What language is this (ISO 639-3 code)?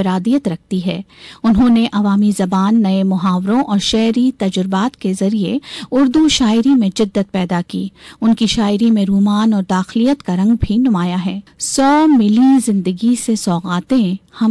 urd